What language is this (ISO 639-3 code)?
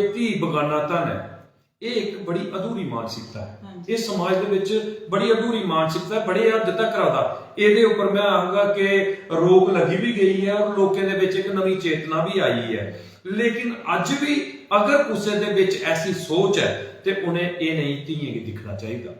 doi